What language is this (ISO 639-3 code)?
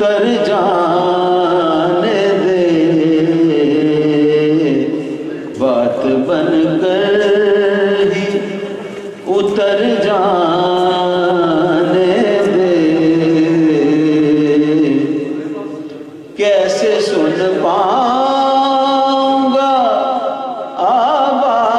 urd